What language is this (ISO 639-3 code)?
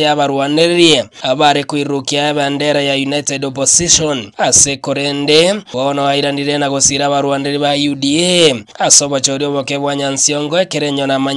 guz